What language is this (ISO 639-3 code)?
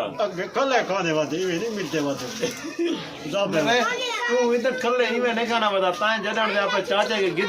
skr